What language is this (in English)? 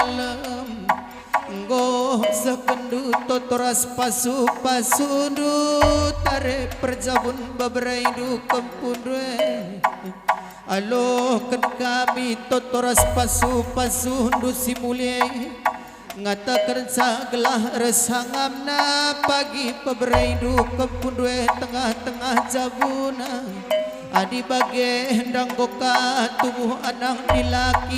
Batak Karo